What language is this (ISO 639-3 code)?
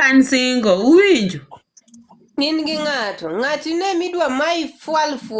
luo